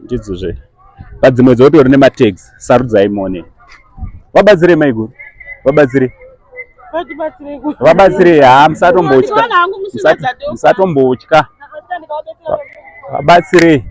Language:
Shona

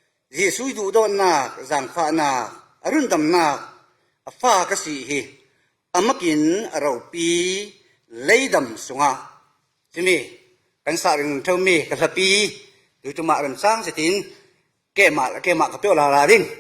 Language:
Falam Chin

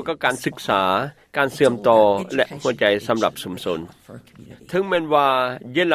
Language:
Lao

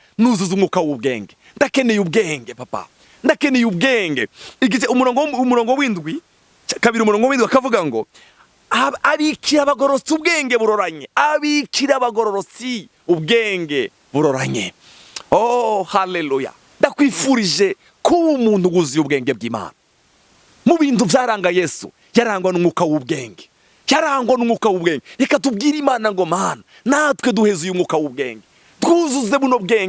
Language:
Rundi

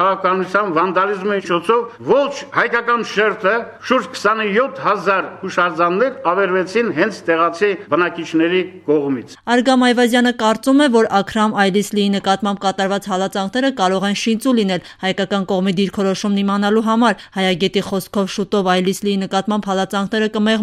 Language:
Armenian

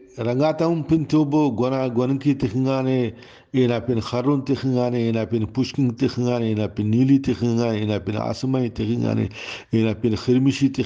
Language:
Brahui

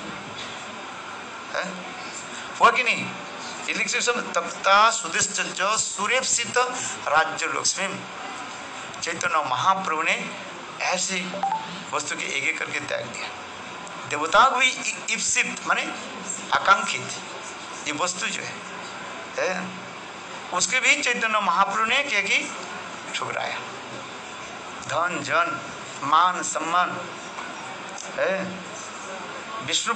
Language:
Hindi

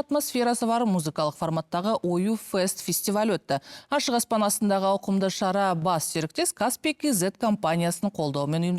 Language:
Kazakh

